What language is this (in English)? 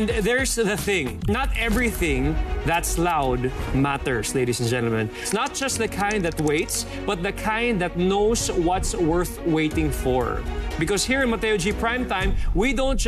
Filipino